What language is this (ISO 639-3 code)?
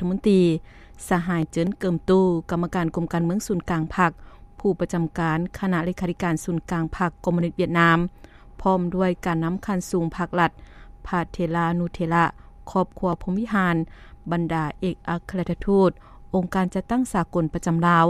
lao